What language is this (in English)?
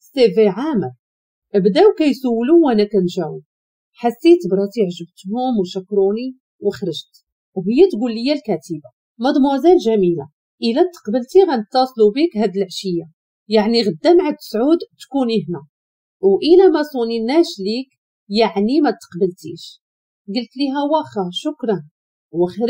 Moroccan Arabic